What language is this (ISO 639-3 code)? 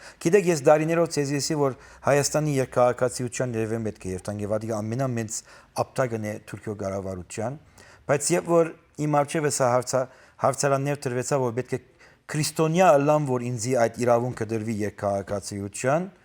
hyw